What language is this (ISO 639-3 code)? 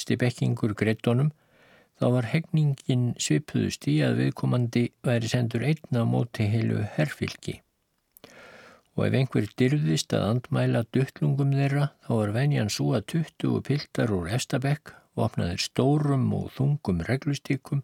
isl